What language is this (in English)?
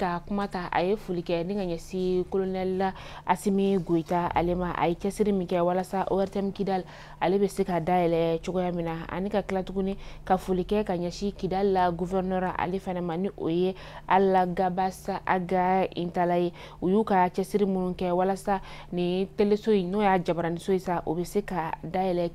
Bambara